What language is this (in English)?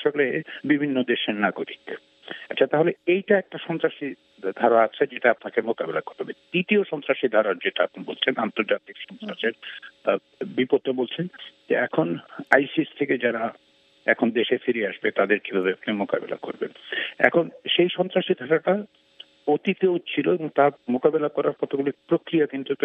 Bangla